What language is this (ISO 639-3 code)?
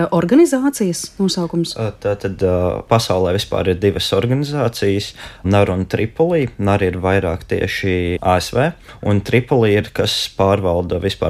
lav